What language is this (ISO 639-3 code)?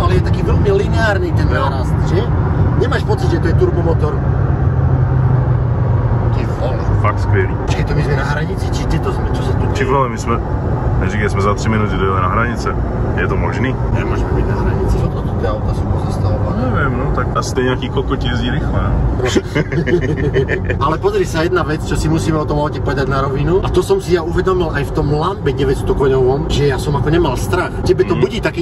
slk